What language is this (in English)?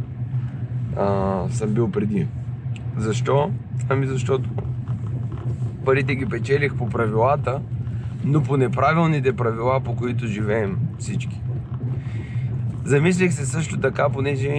Bulgarian